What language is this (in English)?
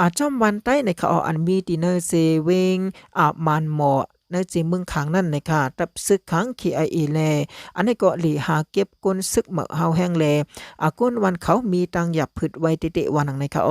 Shan